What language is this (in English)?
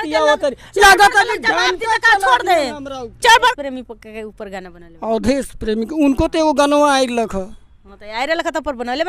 Bhojpuri